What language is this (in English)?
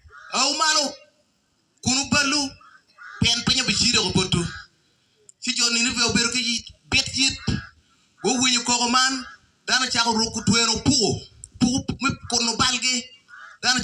Acoli